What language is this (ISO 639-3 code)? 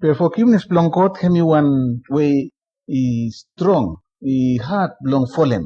bis